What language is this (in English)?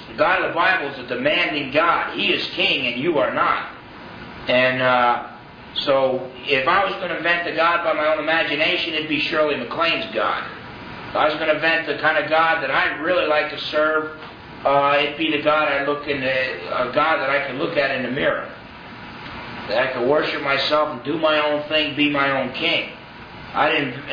English